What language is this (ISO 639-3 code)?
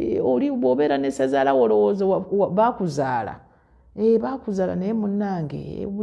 lug